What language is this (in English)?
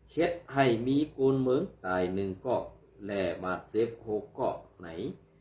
Shan